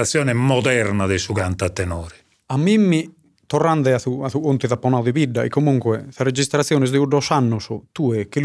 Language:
Sardinian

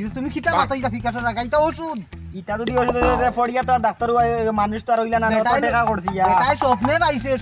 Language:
Sylheti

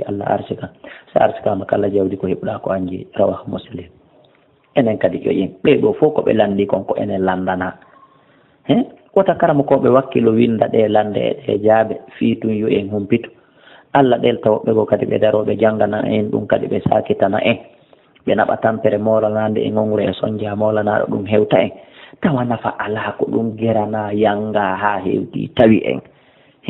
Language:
Fula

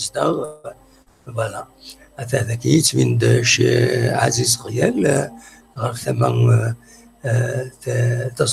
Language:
Kabyle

